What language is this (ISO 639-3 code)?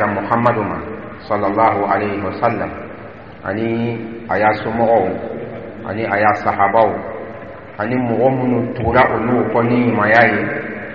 dyu